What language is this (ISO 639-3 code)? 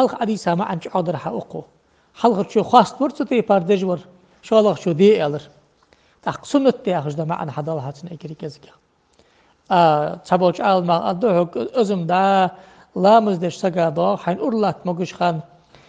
inh